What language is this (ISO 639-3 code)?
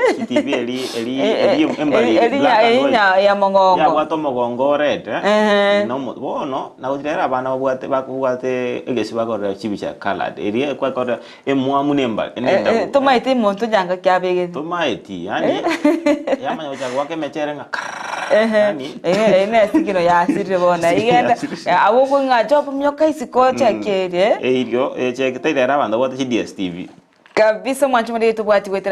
guz